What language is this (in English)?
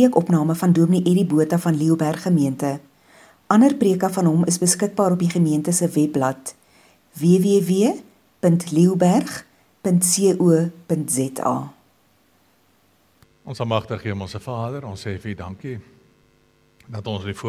Afrikaans